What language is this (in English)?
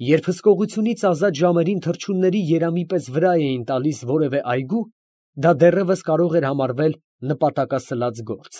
Armenian